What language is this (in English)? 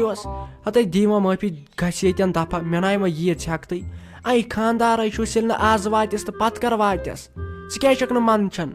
Kashmiri